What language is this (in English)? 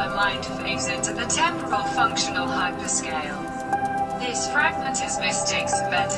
English